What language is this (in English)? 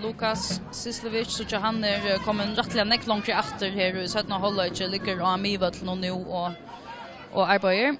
Faroese